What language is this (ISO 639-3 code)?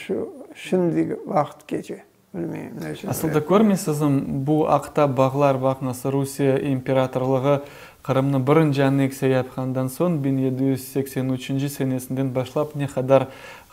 crh